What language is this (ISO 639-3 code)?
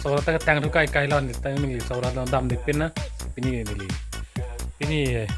mjw